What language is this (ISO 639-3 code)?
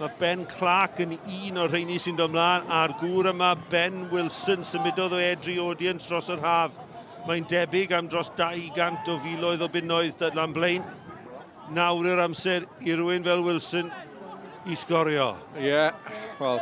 cym